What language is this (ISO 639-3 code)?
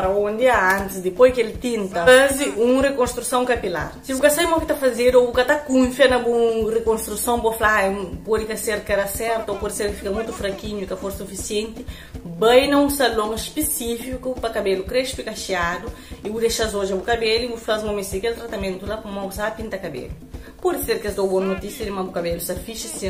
kea